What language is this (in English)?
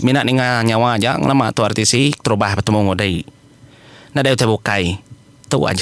Iban